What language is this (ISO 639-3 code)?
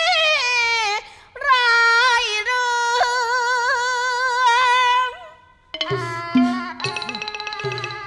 tha